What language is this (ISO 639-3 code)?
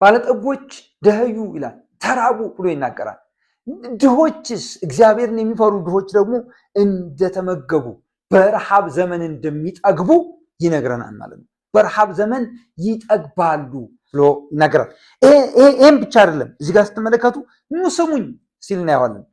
amh